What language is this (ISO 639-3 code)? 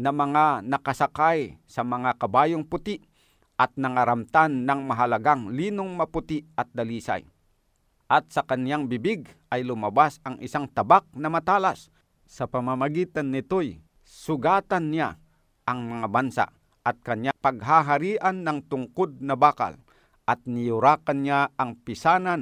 fil